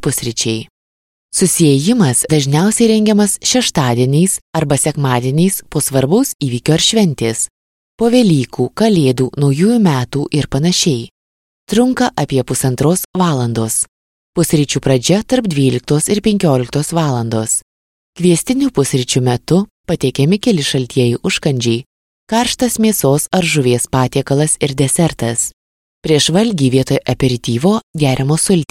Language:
Lithuanian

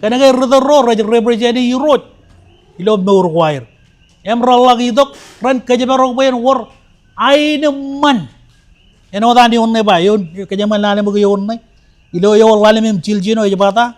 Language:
Marshallese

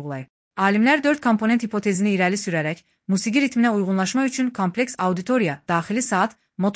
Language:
Azerbaijani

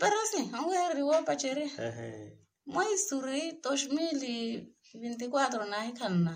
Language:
Makhuwa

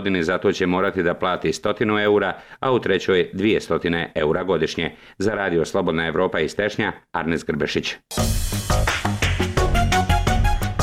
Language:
Bosnian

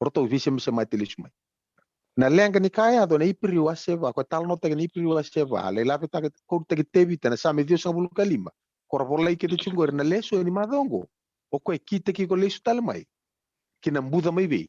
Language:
Fijian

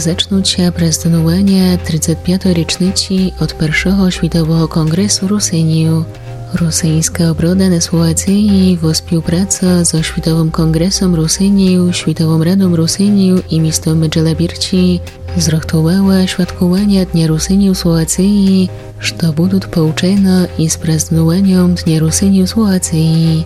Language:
Rusyn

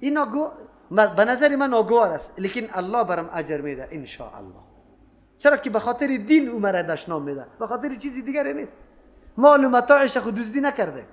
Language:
Persian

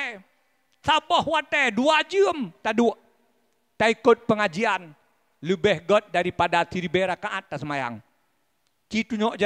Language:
Achinese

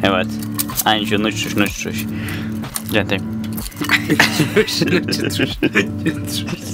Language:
Faroese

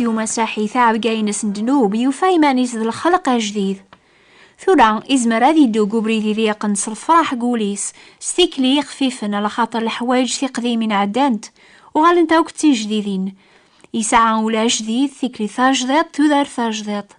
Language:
Kabyle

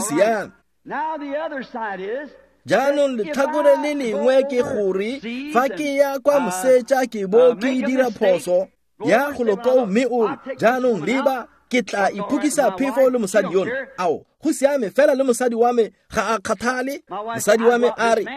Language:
Tswana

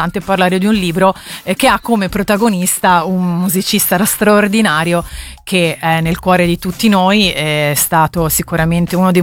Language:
Italian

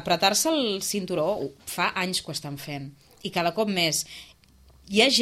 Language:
Catalan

